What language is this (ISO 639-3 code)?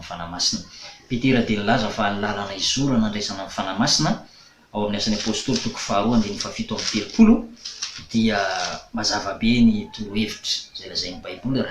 mlg